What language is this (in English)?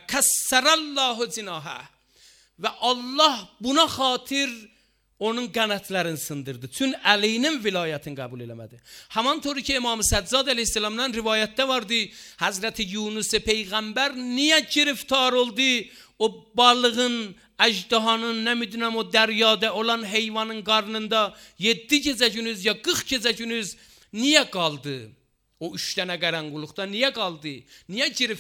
Azerbaijani